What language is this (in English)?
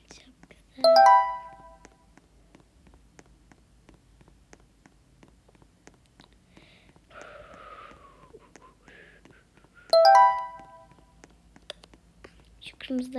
Turkish